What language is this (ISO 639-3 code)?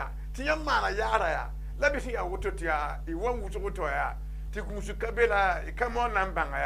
mos